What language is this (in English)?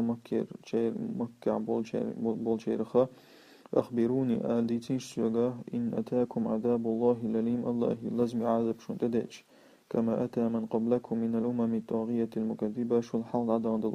Chechen